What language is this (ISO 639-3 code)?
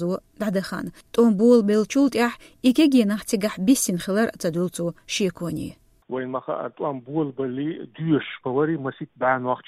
che